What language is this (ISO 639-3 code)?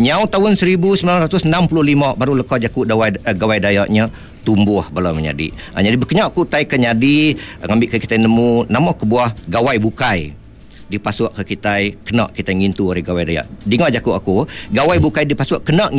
iba